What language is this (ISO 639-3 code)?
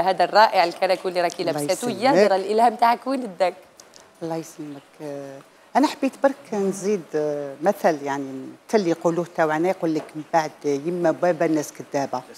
arq